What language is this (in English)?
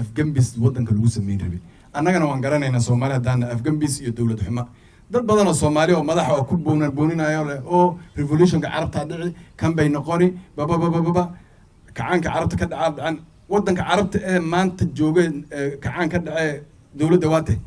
Somali